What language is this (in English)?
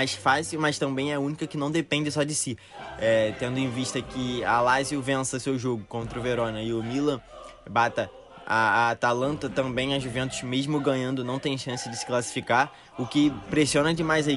Portuguese